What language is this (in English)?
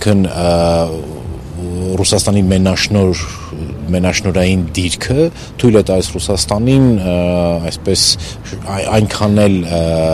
Armenian